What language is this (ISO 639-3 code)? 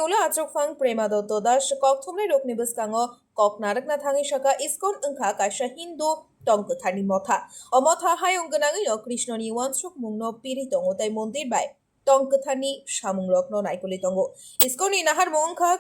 trp